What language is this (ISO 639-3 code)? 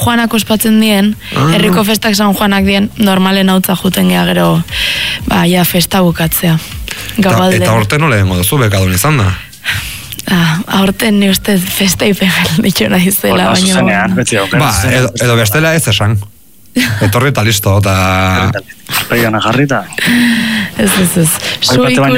eus